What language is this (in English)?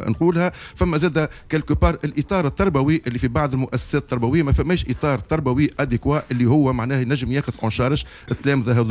Tunisian Arabic